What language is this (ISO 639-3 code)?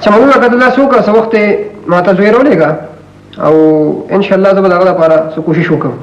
pus